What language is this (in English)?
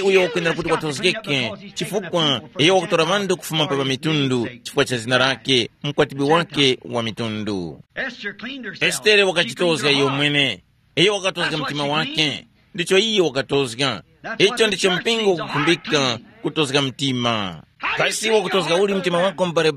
Tumbuka